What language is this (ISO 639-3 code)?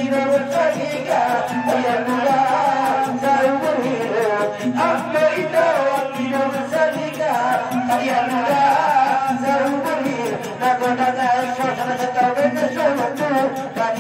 akb